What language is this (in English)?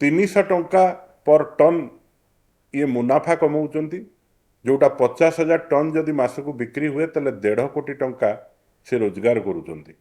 Odia